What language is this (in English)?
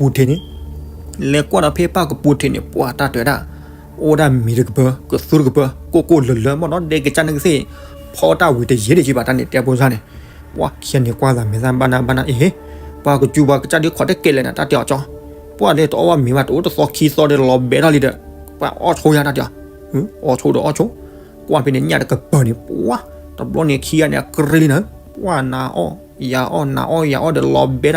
S'gaw Karen